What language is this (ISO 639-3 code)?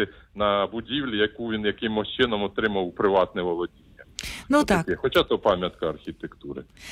ukr